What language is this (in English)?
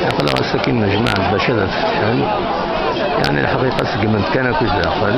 Kabyle